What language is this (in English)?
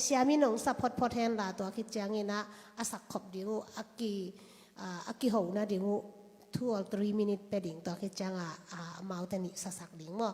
Tedim Chin